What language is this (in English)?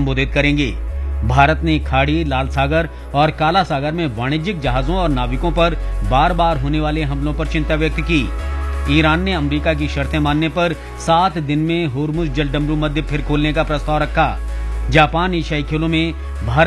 Hindi